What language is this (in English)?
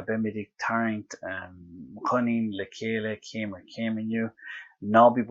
Irish